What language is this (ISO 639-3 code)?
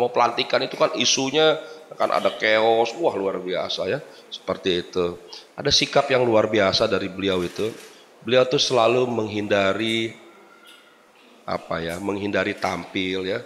ind